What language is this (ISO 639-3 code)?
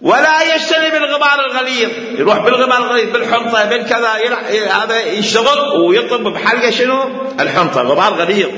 acm